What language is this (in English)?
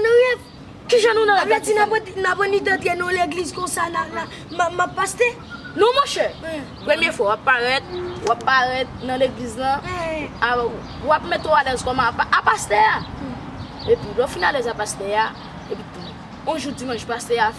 Haitian Creole